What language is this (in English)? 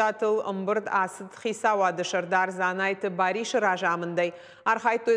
Ossetic